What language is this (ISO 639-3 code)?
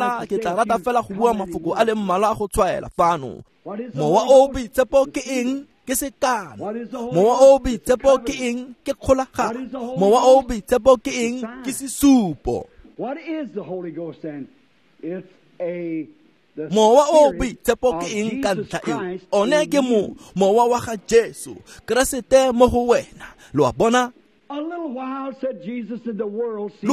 tsn